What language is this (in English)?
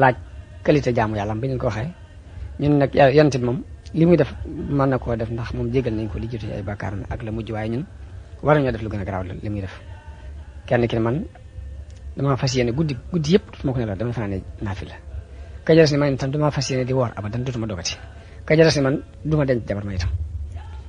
Wolof